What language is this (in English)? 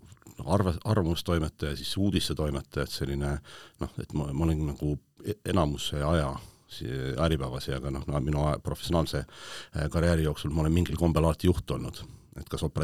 Estonian